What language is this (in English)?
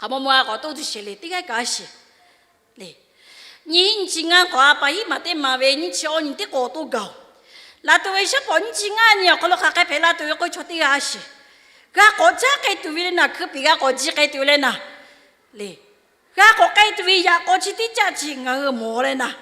Lahu